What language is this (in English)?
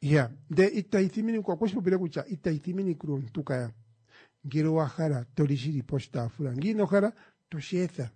Kuanyama